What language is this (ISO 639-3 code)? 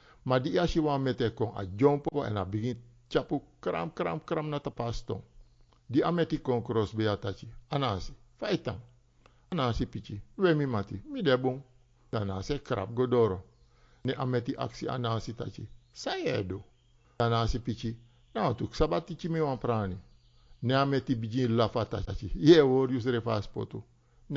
srn